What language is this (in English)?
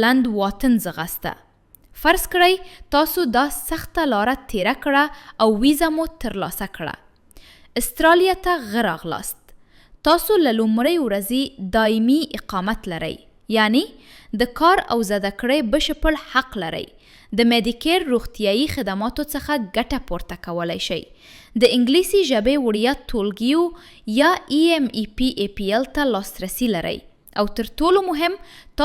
Pashto